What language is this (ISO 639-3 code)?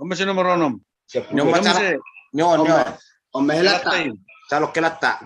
bbc